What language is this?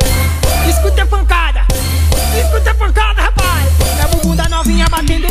Portuguese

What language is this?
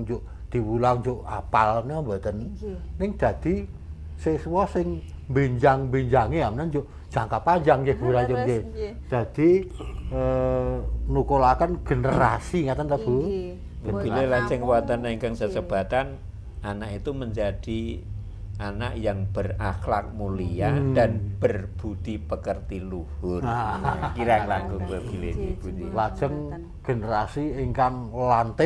Javanese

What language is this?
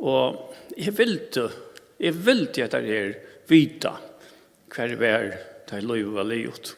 Faroese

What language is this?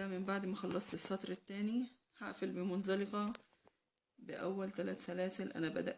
Egyptian Arabic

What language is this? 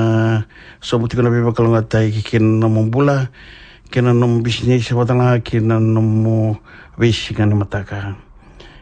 Fijian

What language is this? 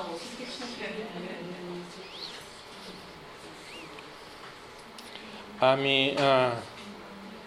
Bulgarian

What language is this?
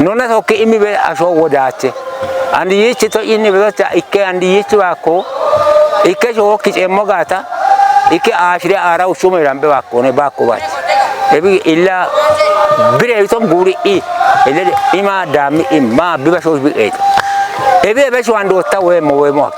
Kafa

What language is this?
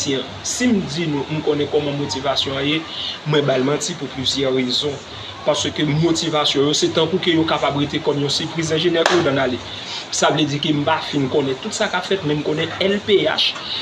Haitian Creole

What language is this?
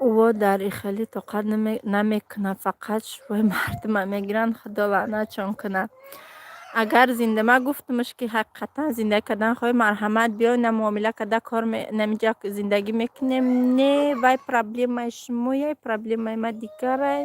Tajik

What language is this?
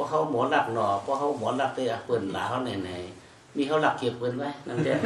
Shan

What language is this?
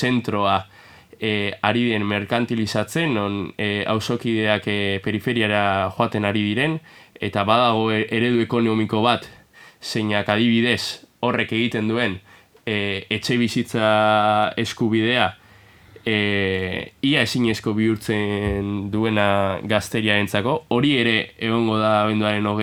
Basque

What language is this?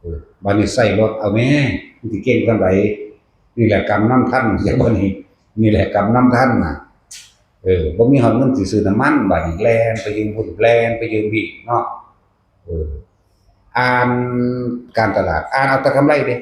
Northeastern Thai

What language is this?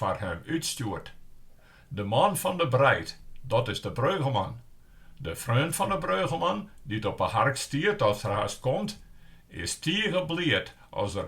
Western Frisian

